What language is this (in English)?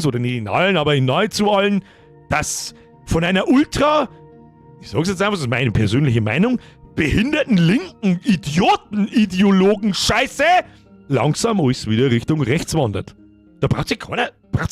Bavarian